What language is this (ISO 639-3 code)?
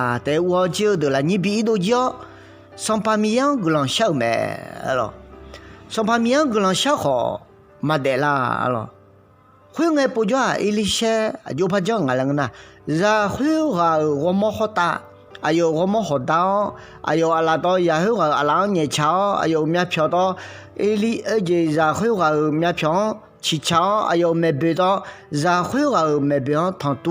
ahk